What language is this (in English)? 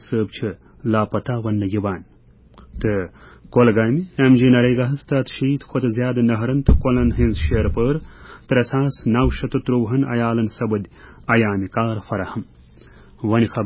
Kashmiri